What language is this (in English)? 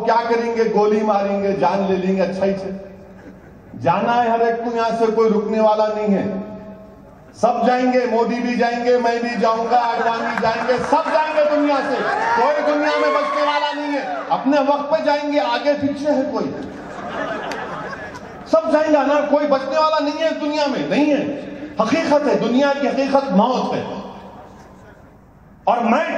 Urdu